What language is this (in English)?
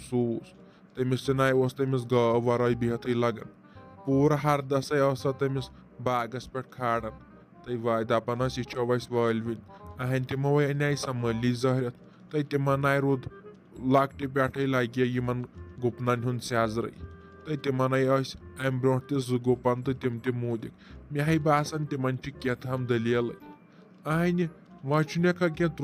Kashmiri